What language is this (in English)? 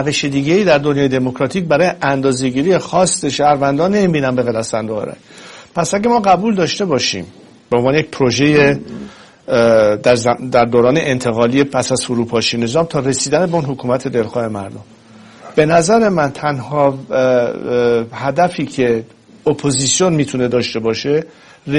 Persian